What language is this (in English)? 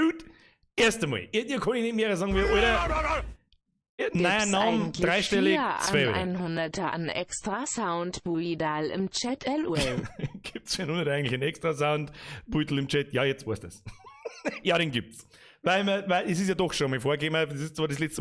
Bavarian